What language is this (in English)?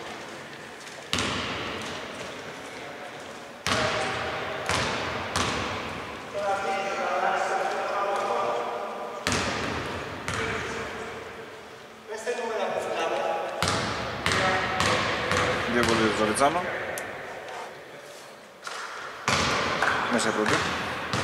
Greek